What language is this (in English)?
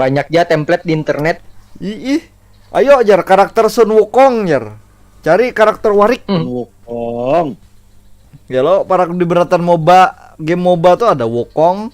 Banjar